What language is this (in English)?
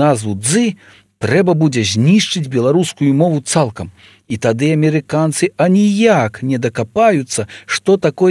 Belarusian